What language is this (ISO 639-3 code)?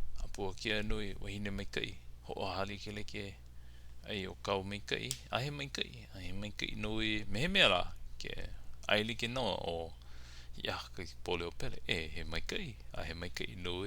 haw